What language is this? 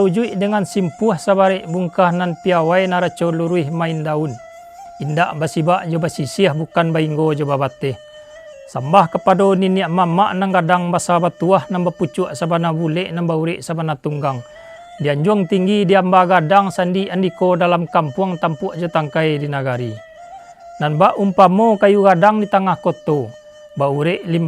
Minangkabau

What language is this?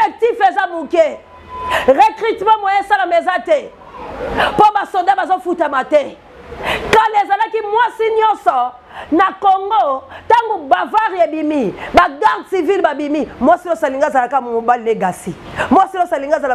Lingala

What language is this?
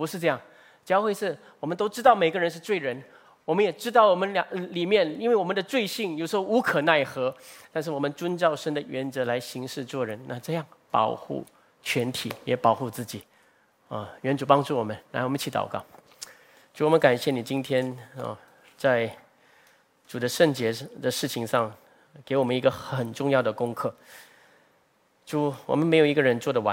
Chinese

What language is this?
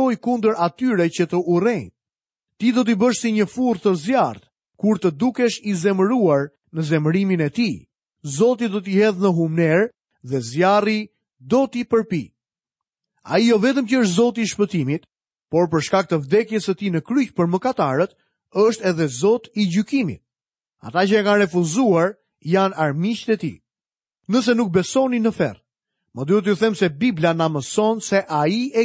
Albanian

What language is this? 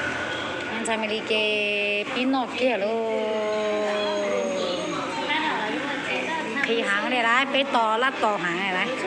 Vietnamese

